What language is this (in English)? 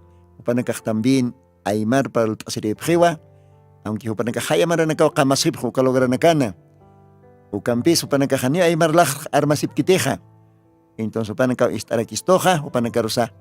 Aymara